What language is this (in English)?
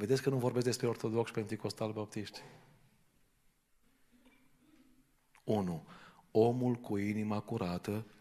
Romanian